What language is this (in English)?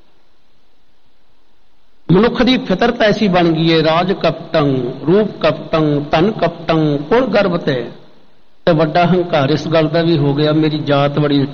Punjabi